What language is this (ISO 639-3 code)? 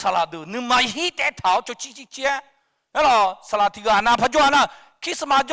ahk